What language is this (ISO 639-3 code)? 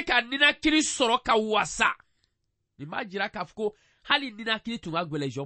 bam